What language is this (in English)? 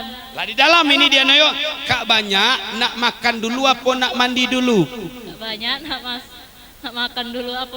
Musi